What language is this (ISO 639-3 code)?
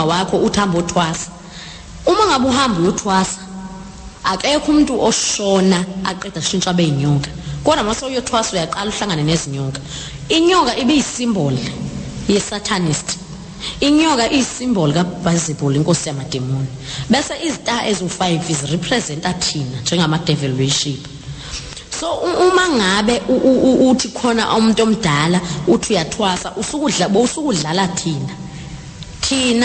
zul